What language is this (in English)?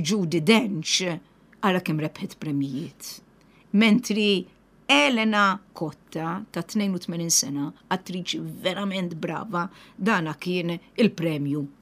Maltese